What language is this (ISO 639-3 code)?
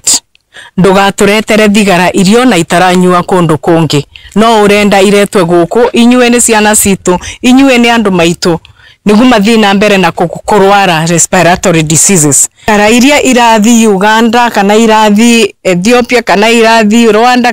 kik